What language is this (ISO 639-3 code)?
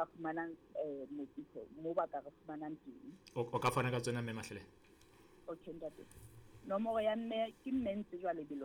sot